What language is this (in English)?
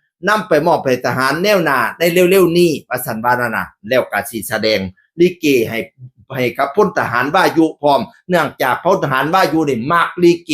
Northeastern Thai